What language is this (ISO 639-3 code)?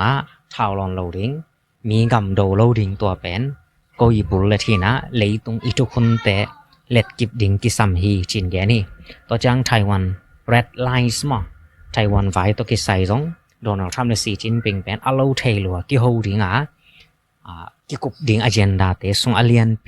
ctd